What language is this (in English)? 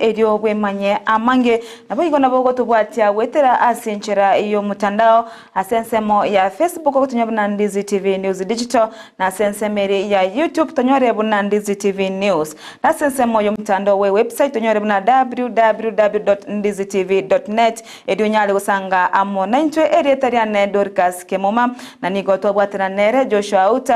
Gusii